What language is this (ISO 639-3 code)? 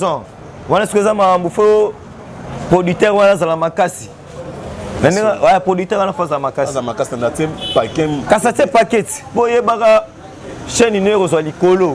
lin